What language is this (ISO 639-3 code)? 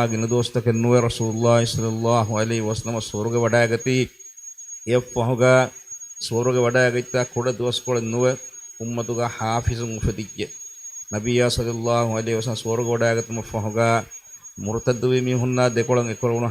div